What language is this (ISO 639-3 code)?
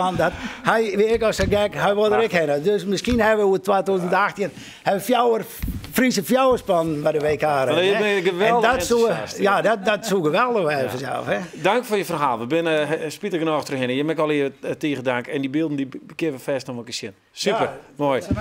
fry